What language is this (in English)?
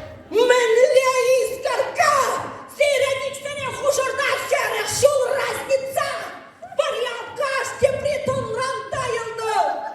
Chuvash